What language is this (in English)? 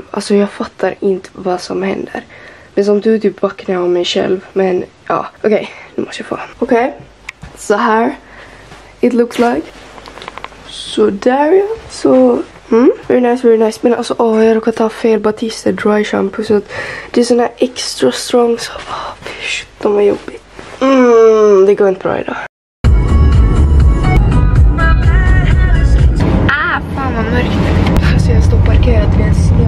Swedish